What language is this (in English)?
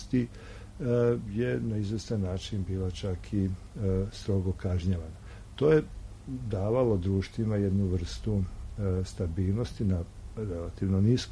Serbian